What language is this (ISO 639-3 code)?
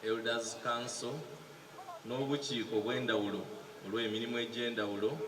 xog